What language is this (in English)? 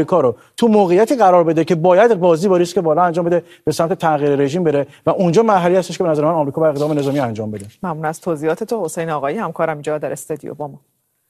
Persian